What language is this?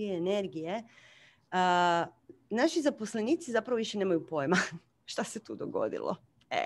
Croatian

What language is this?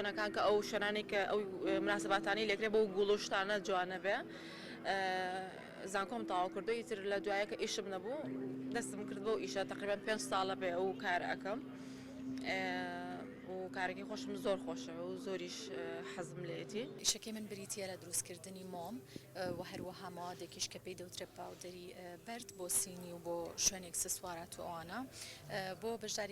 Central Kurdish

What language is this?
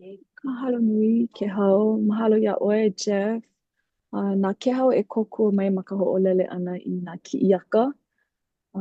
Hawaiian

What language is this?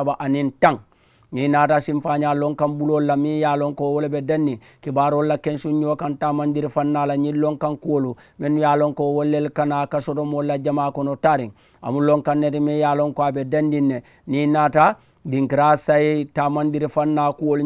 Mandingo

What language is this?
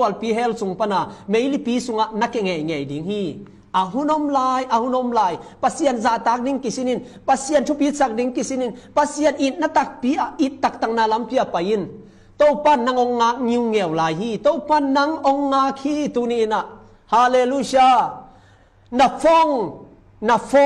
Tedim Chin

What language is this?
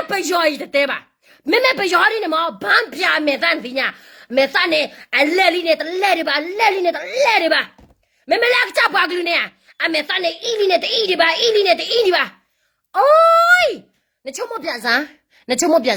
S'gaw Karen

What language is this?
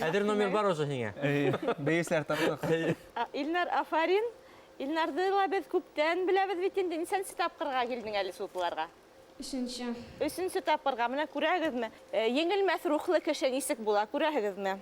Bashkir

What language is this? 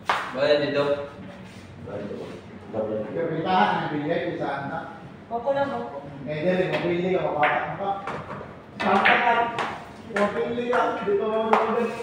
Filipino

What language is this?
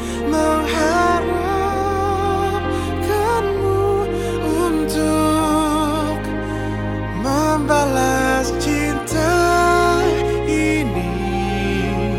Indonesian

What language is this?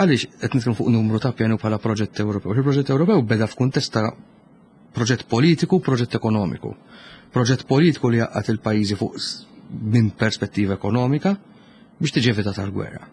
Maltese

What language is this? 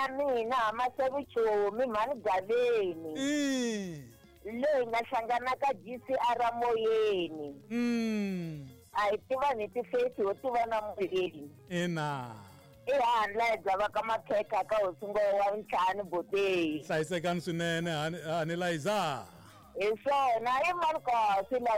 Tsonga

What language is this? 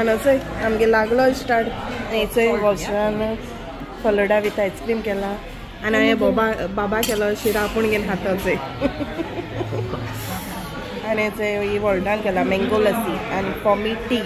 Konkani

